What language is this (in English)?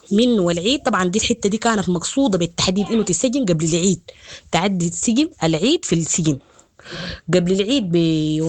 Sudanese Arabic